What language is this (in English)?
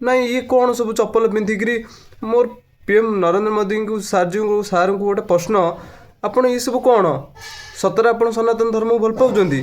Odia